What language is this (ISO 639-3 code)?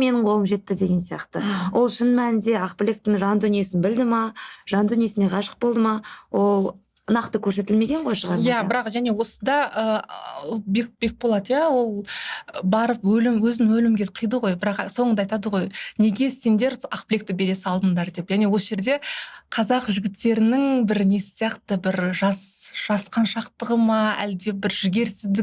kaz